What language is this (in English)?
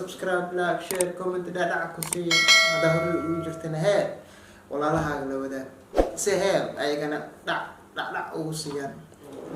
Somali